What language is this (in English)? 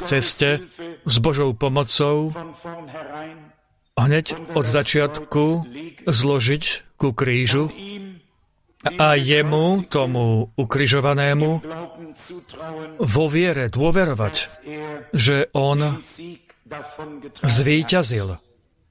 Slovak